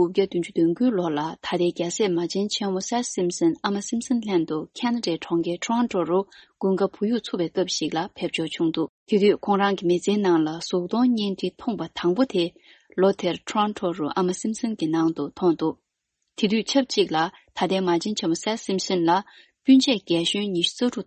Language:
Tibetan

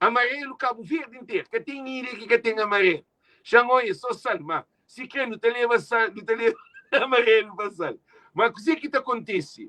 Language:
Kabuverdianu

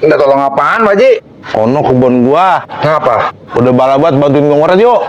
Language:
Betawi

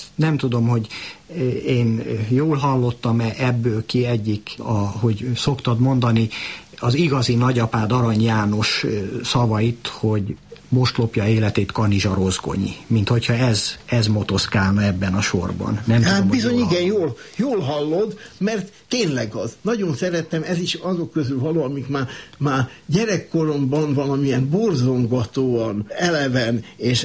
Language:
Hungarian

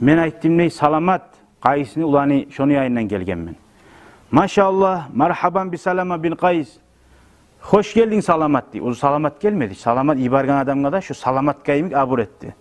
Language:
Kumyk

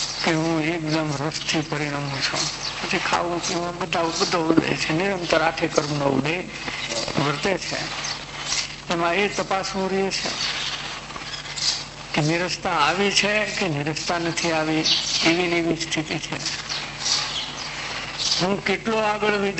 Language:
Gujarati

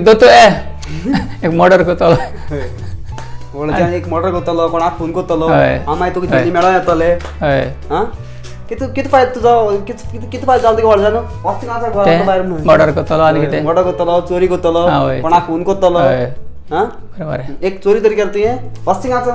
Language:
Konkani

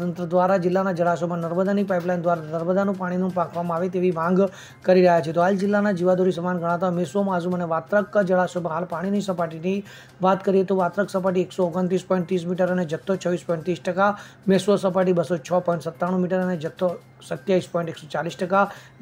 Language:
Gujarati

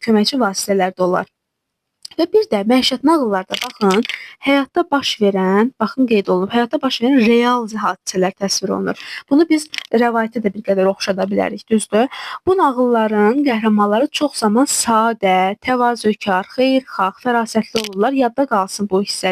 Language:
Azerbaijani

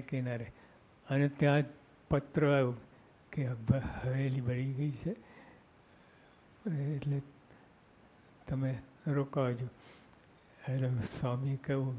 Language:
Gujarati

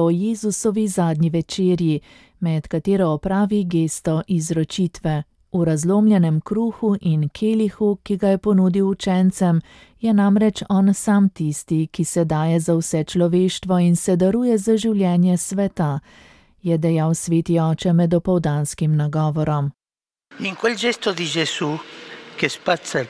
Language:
Slovenian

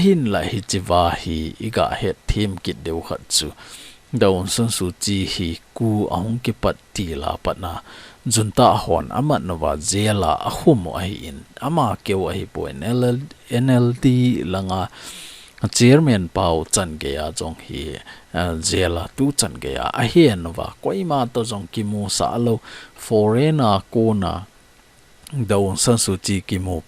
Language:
Thado Chin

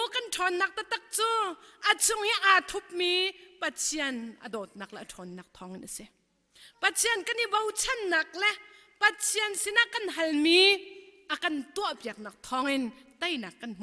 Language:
Hakha Chin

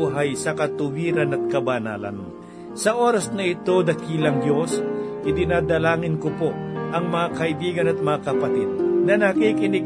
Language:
Filipino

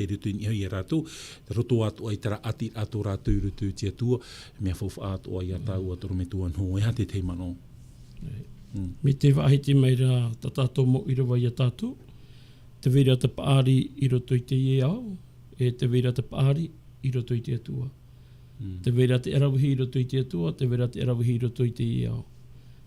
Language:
Tahitian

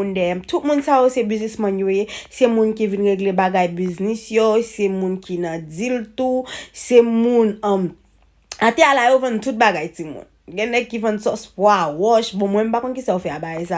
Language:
Haitian Creole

